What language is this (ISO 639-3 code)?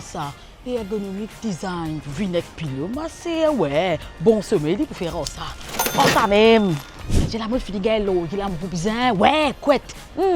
mfe